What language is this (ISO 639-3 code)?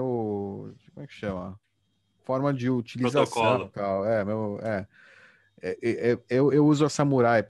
por